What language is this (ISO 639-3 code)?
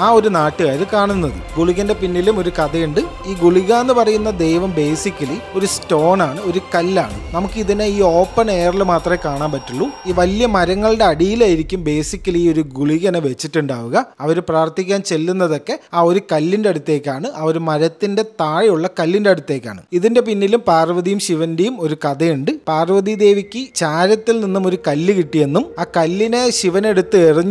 mal